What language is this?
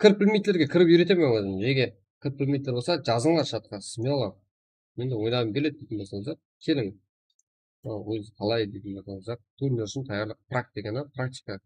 Kara-Kalpak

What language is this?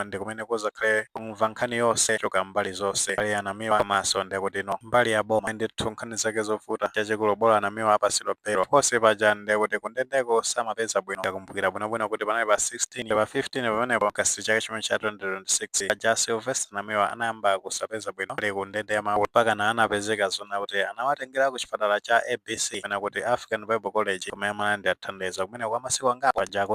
Nyanja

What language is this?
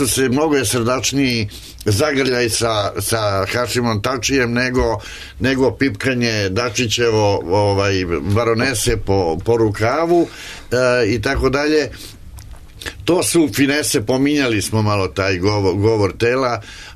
Serbian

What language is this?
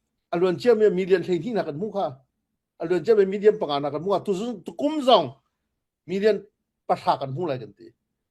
Hakha Chin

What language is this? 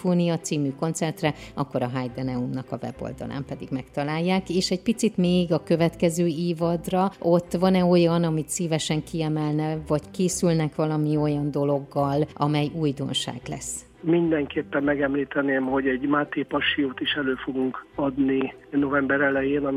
Hungarian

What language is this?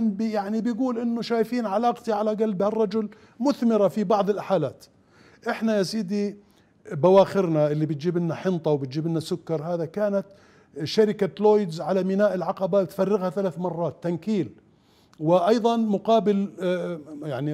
Mesopotamian Arabic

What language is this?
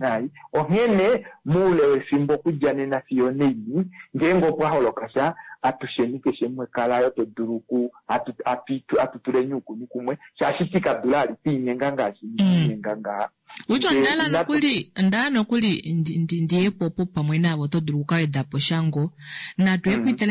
Kuanyama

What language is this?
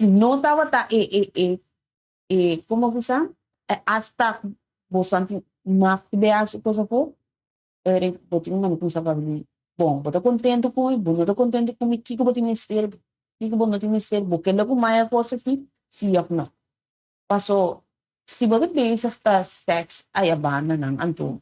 Papiamento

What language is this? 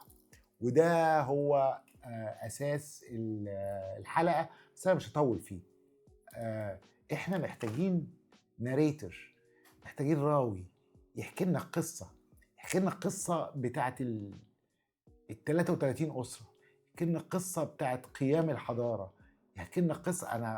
Egyptian Arabic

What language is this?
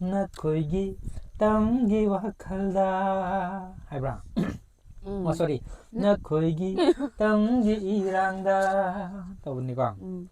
Manipuri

